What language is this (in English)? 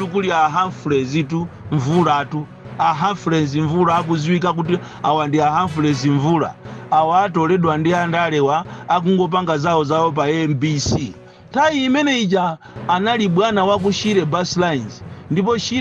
Nyanja